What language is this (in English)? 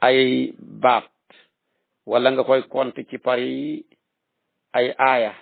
Wolof